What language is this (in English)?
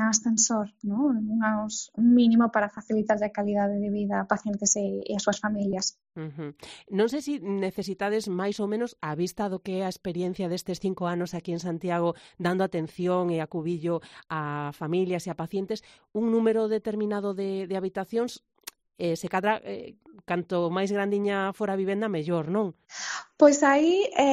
Galician